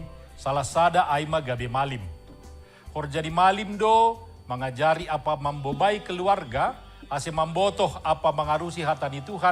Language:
Batak Simalungun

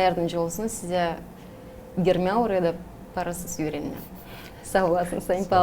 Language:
Gagauz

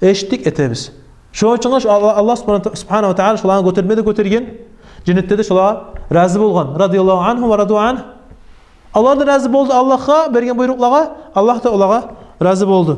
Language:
Kumyk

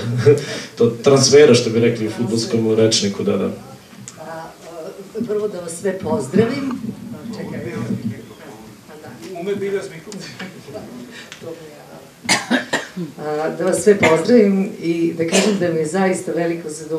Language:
Serbian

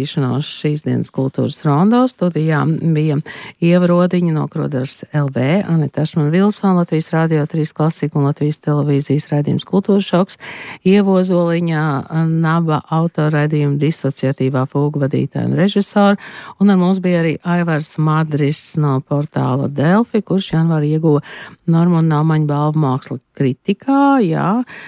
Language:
Latvian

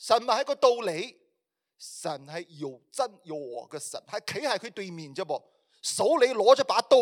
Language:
Cantonese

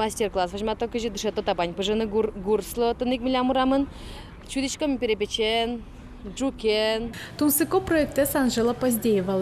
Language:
Udmurt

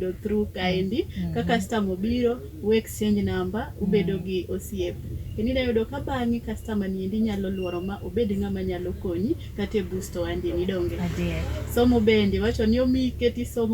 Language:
Luo (Kenya and Tanzania)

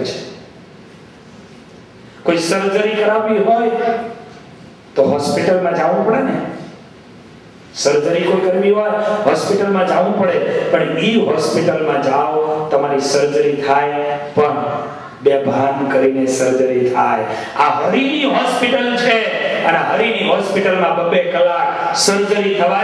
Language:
Gujarati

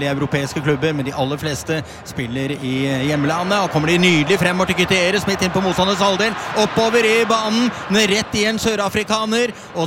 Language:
Norwegian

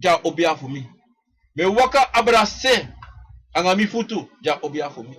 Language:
Sranan Tongo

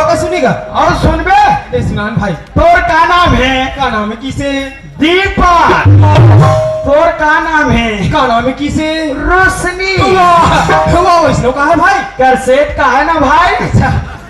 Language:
Chhattisgarhi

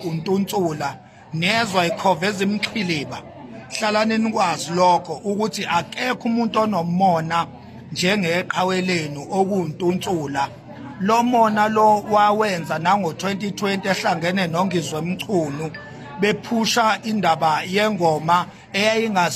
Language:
Zulu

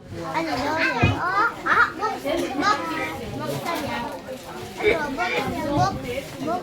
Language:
Mizo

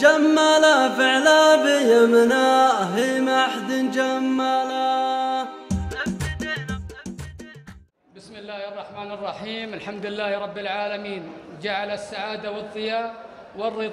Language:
Arabic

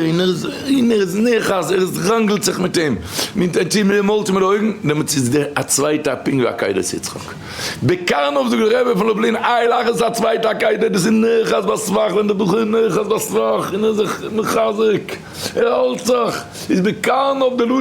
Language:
Yiddish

